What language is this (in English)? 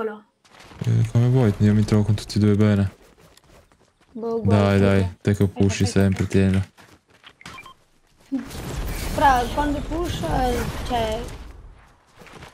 Italian